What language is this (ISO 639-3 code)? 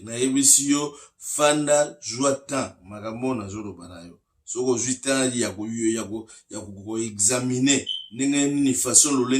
lin